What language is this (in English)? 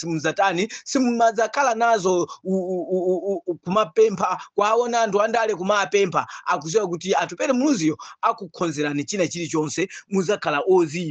Nyanja